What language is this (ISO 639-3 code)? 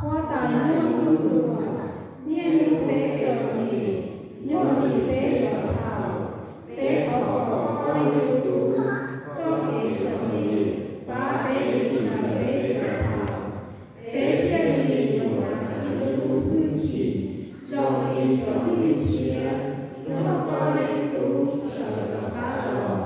hmn